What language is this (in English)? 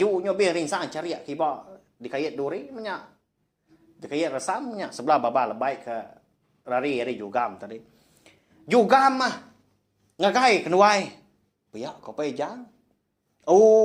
Iban